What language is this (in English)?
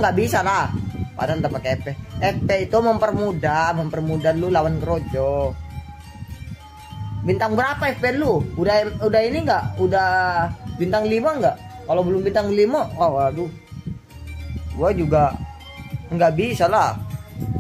Indonesian